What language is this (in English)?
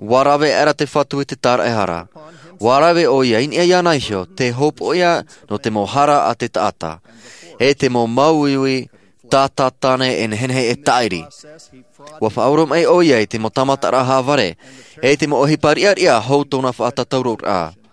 Tahitian